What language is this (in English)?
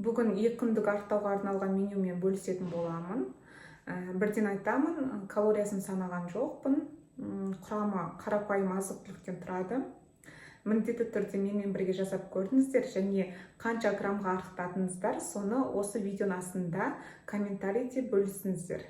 Kazakh